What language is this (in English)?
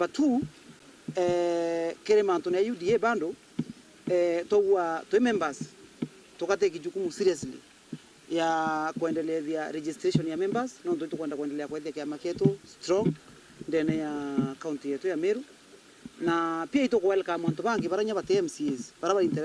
Meru